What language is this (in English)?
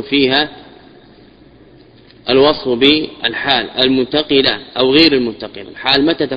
Arabic